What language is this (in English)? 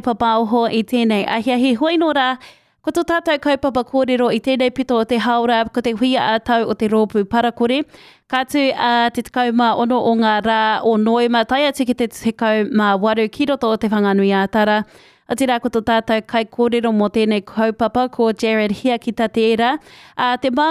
Māori